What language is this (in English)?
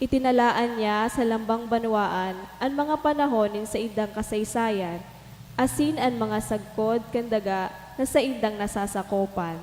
Bikol